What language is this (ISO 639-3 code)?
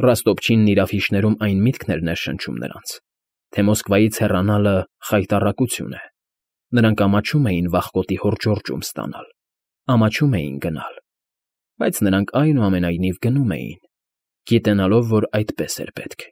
hye